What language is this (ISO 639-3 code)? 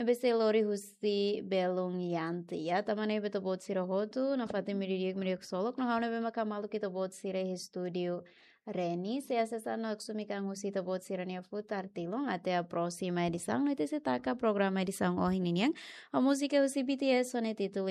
tet